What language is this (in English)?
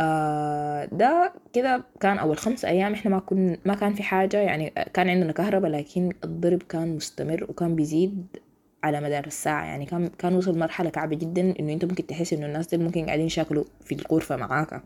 Sudanese Arabic